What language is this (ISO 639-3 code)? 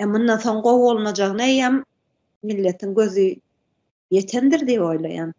tuk